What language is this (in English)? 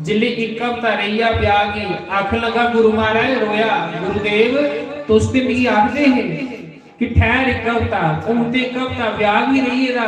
Dogri